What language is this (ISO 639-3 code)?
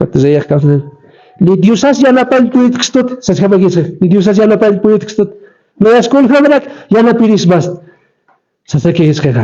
aym